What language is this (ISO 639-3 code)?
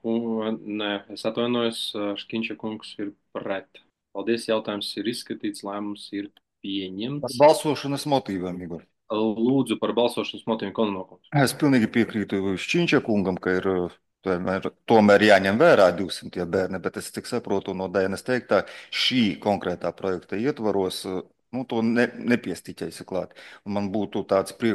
lav